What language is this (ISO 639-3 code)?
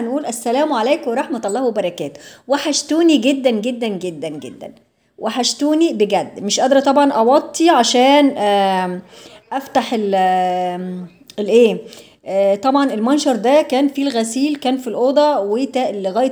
arz